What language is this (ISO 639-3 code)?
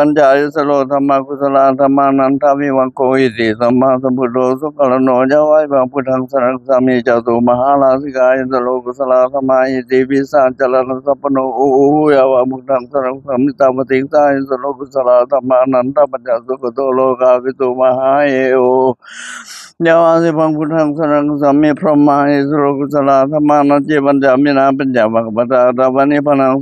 pli